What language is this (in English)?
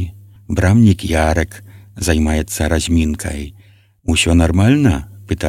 Belarusian